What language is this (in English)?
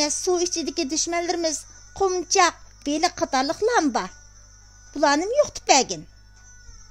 Uyghur